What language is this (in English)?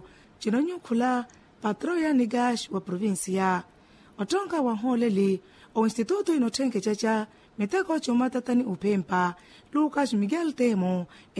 Makhuwa